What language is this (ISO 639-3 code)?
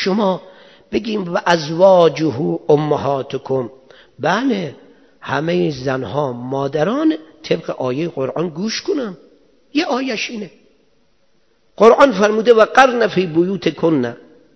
fas